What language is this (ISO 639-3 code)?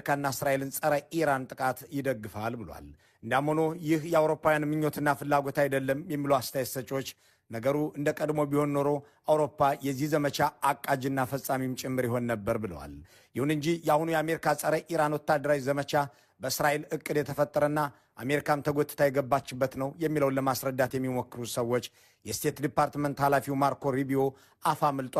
amh